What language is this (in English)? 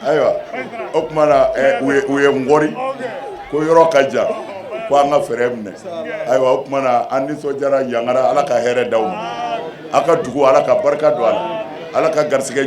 Bambara